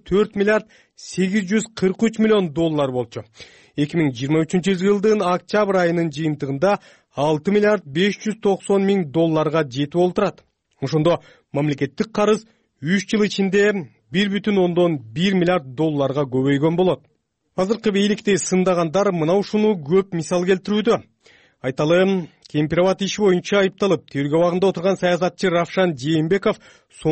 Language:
Kyrgyz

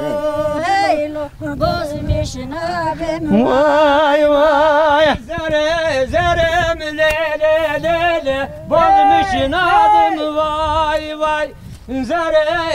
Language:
Zaza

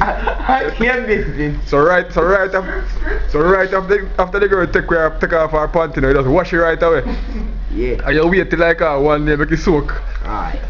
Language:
Jamaican Creole English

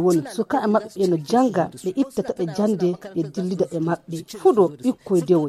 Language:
Nigerian Fulfulde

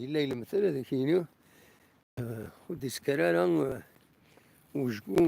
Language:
Kabyle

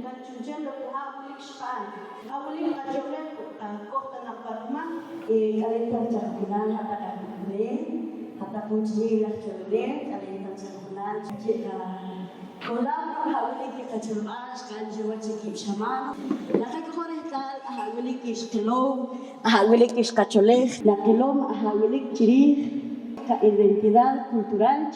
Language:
Poqomchi'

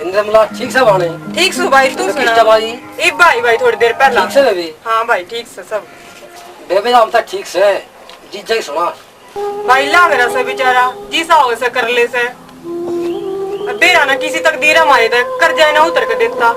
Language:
Haryanvi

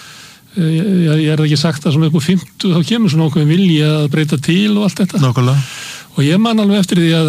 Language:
Icelandic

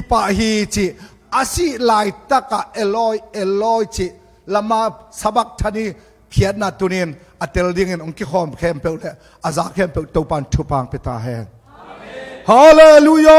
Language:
Tedim Chin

